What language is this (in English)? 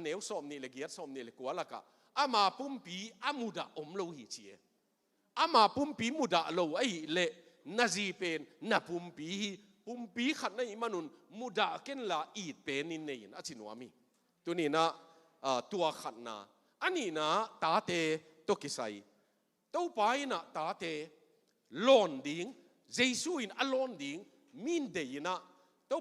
Tedim Chin